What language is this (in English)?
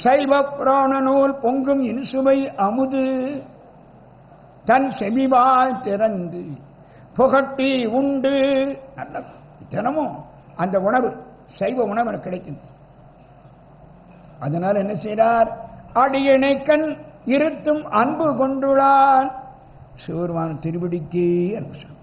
Tamil